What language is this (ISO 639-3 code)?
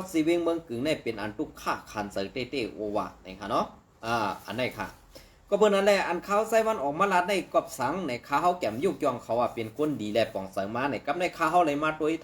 shn